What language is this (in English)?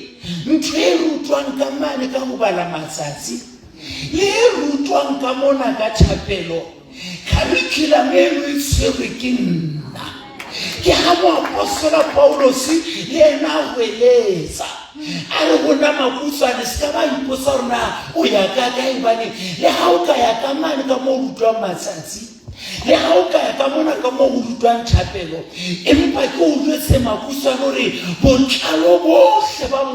Southern Sotho